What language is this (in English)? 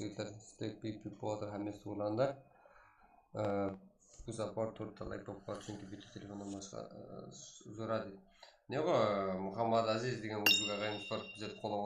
Kara-Kalpak